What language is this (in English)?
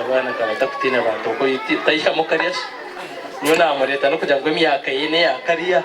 Nyankole